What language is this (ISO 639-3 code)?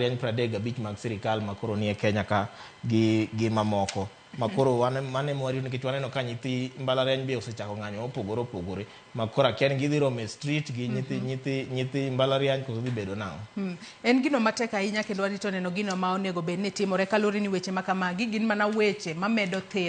luo